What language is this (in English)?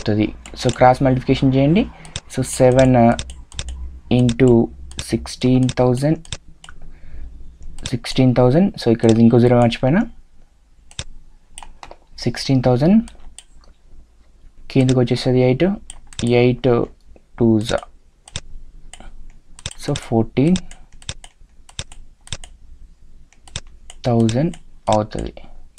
Telugu